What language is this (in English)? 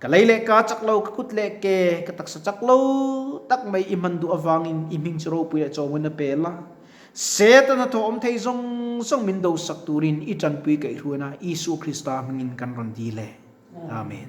Mizo